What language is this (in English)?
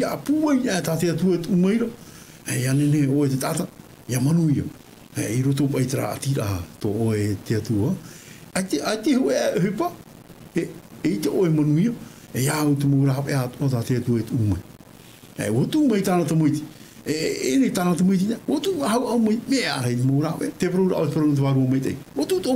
Tahitian